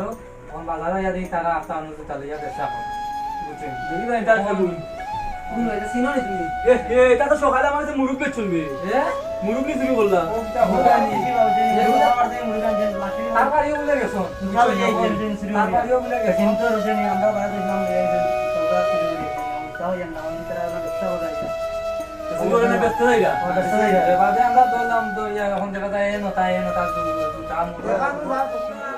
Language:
Sylheti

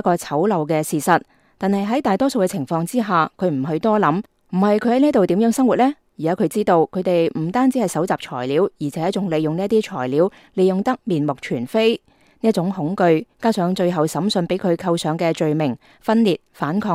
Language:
Cantonese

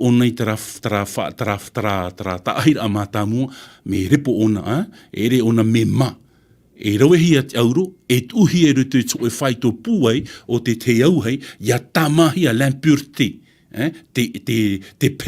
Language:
Tahitian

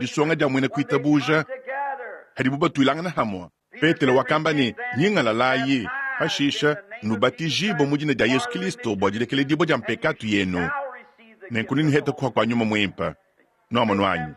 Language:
Luba-Lulua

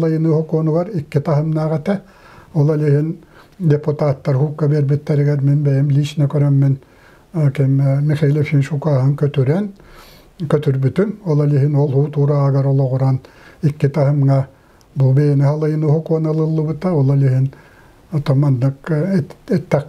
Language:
Yakut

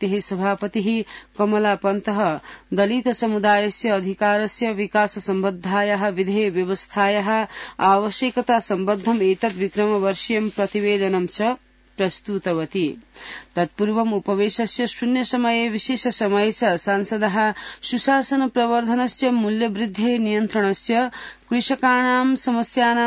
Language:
Sanskrit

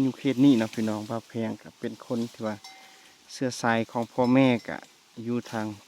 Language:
Lao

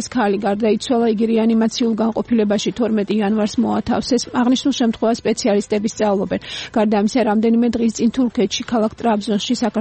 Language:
Georgian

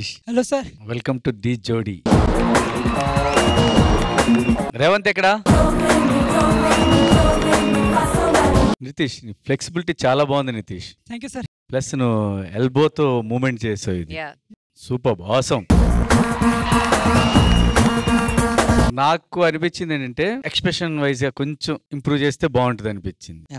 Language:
Telugu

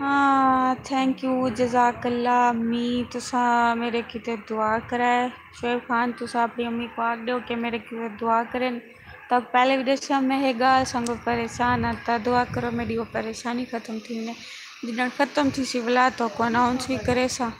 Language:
Saraiki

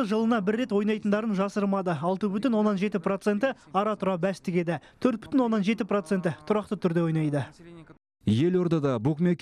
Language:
Kazakh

